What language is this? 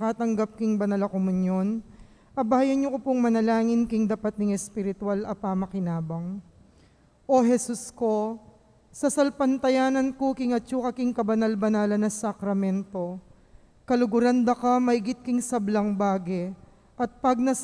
Pampanga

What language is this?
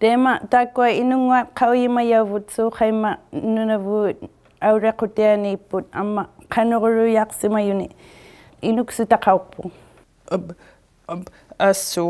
Inuktitut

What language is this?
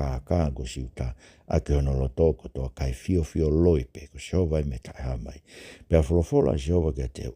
Tongan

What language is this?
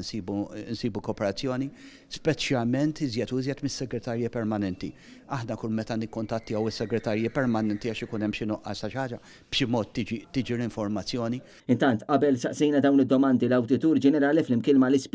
Maltese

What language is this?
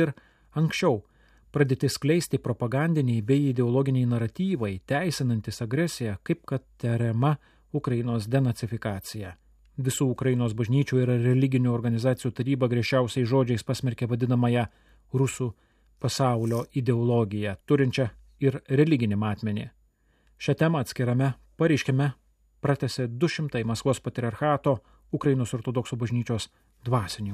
Lithuanian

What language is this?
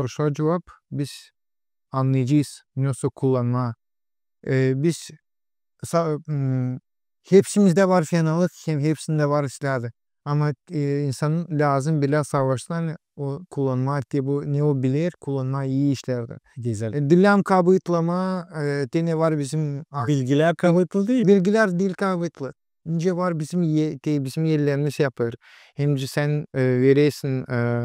Gagauz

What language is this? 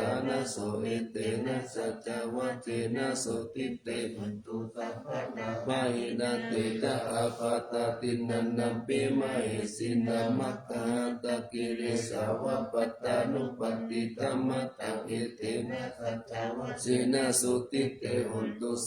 Pali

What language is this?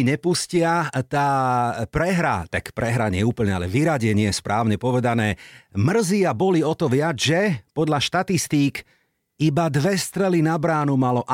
Slovak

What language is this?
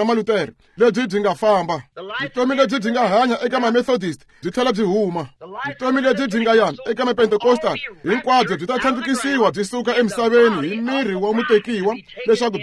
Tsonga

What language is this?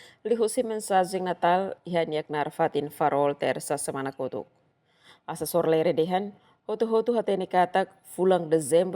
Tetum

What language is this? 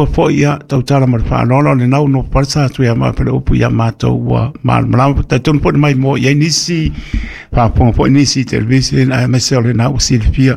Samoan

